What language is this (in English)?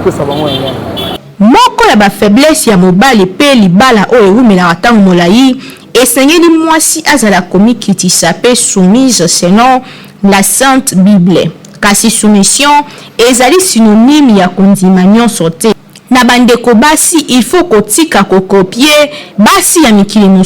Lingala